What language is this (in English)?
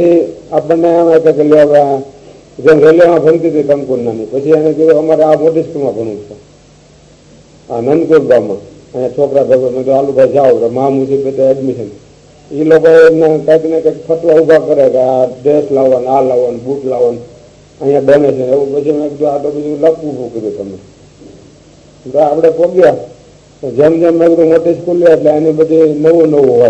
Gujarati